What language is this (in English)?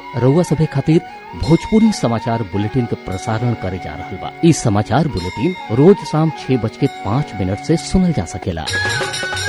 Bhojpuri